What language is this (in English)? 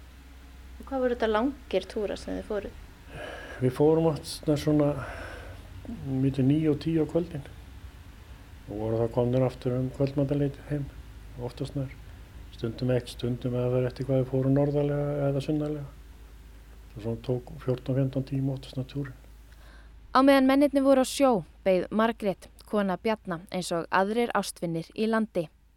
Icelandic